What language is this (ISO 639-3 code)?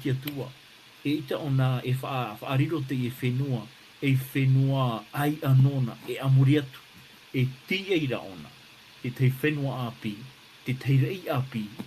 tah